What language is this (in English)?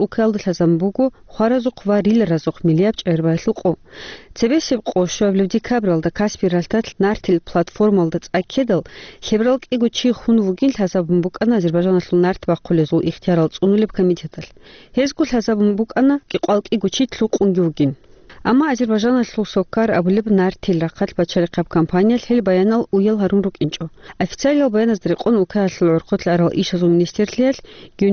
Avaric